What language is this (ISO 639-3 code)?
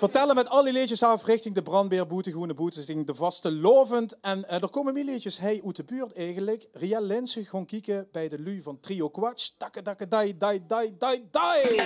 lim